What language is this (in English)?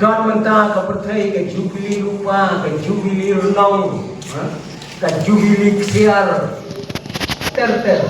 Khasi